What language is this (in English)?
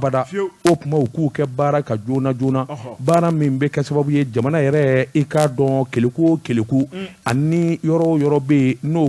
Bambara